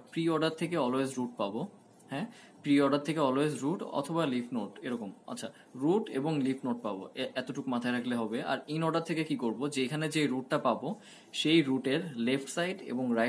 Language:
Bangla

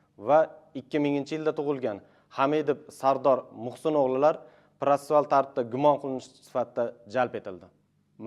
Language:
Uzbek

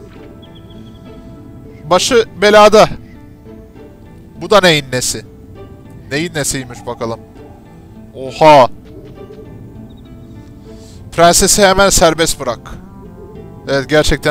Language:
Turkish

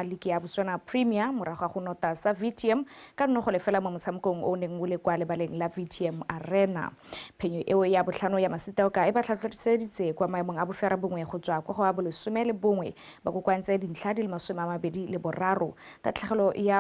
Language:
Tswana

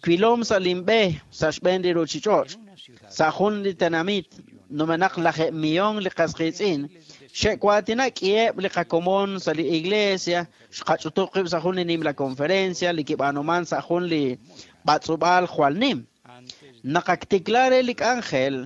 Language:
Kekchí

